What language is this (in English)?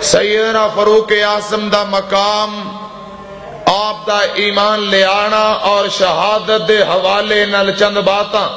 Western Panjabi